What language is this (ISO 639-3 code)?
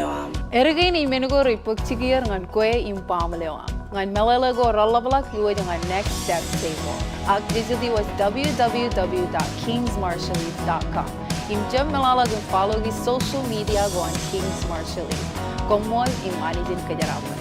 mah